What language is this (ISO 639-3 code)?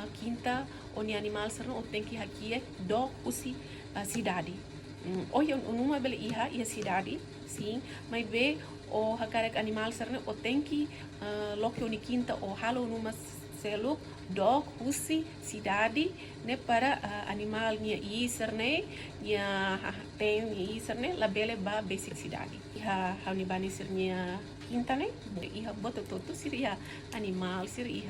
tet